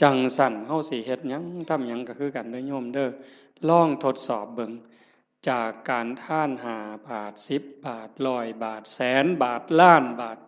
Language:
Northeastern Thai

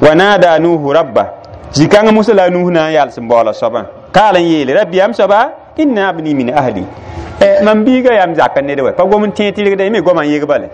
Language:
Mossi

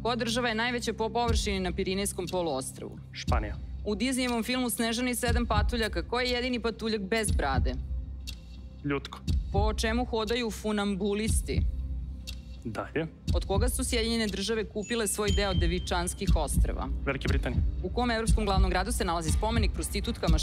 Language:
Serbian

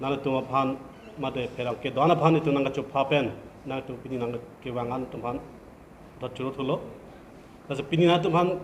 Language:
Karbi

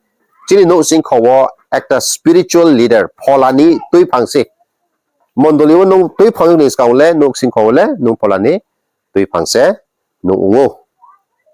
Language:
Riang (India)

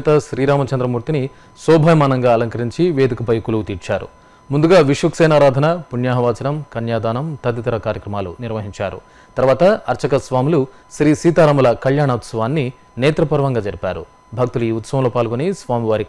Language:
Telugu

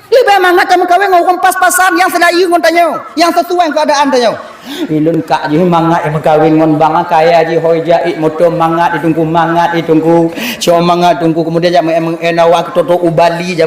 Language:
Achinese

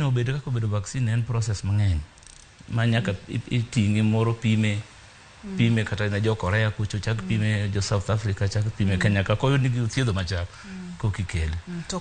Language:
Luo (Kenya and Tanzania)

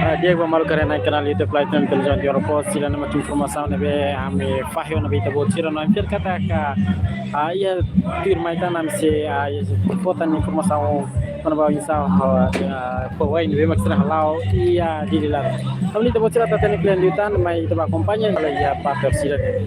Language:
Tetum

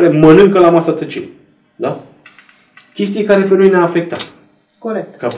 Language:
Romanian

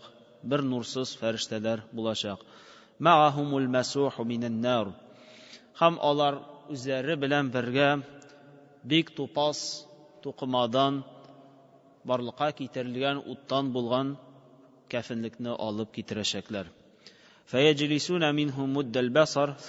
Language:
Tatar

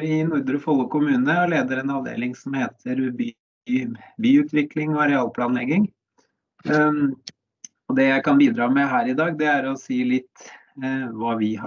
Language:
Norwegian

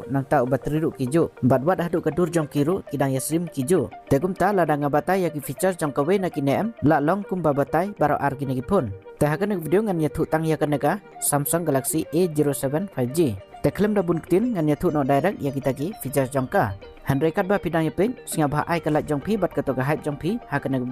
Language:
Khasi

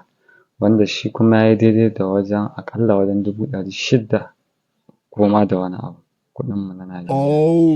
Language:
Hausa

